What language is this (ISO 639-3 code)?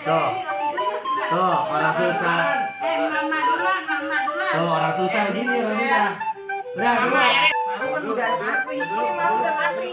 bew